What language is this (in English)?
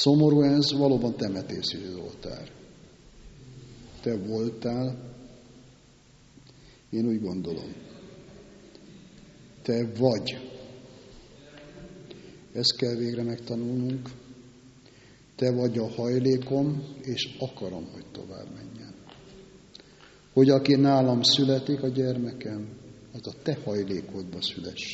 Hungarian